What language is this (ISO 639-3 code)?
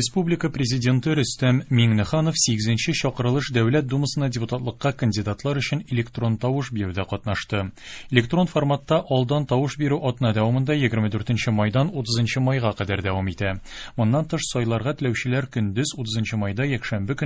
tat